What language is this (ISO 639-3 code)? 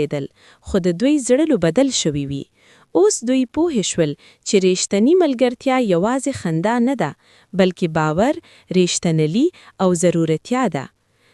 pus